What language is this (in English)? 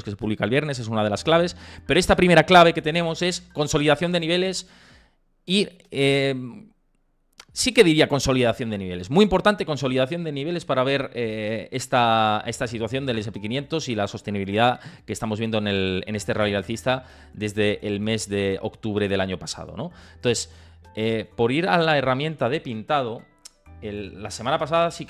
Spanish